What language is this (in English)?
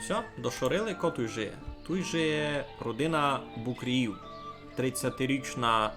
Rusyn